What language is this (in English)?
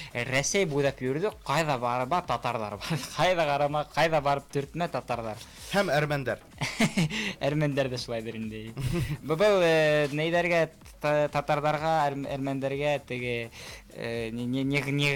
Bashkir